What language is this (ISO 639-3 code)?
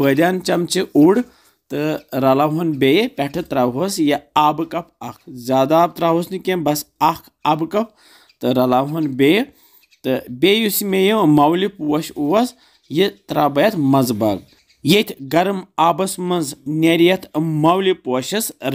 kas